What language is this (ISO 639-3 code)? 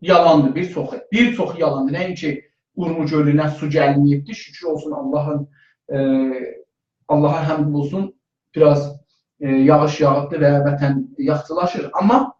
azb